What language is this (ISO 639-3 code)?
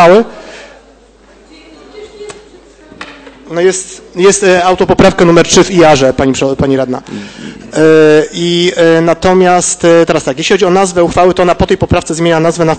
pol